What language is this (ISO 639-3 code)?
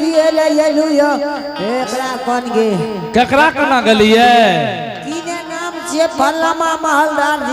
anp